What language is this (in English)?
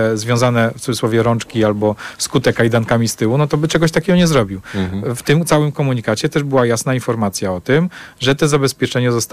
Polish